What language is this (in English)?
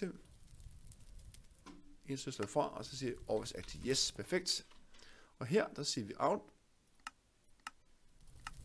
Danish